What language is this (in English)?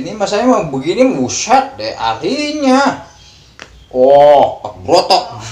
Betawi